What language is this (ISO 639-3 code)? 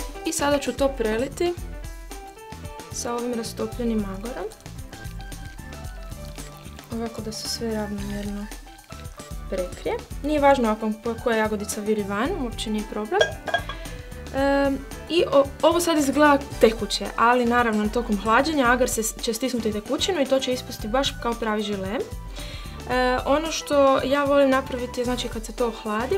hrv